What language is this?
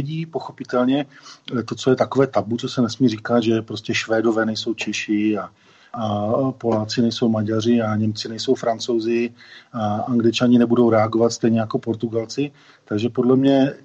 Czech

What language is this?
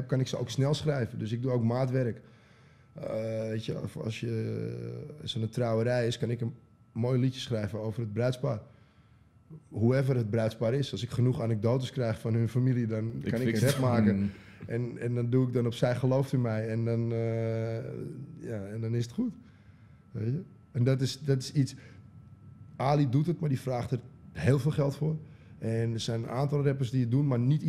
Dutch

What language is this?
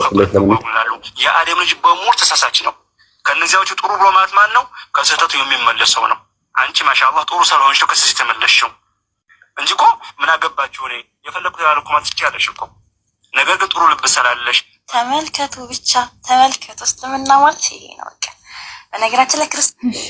Amharic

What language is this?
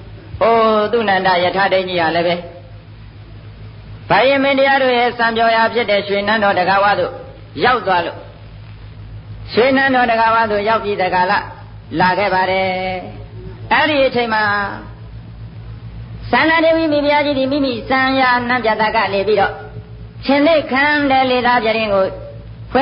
Burmese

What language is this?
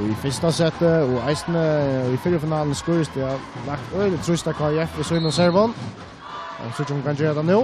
Faroese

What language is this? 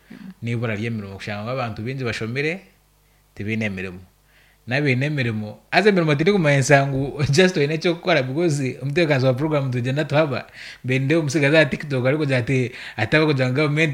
Nyankole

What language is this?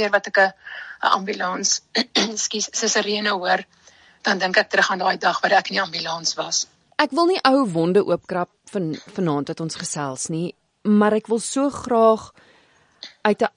Afrikaans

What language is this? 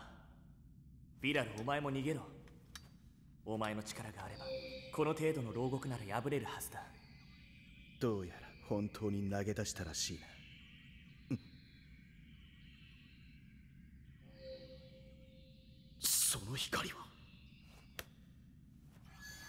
Japanese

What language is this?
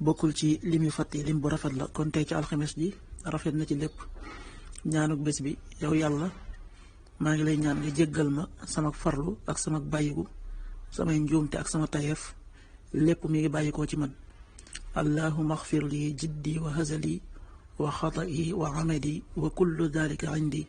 Wolof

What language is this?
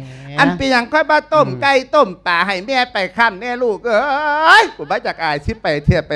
Lao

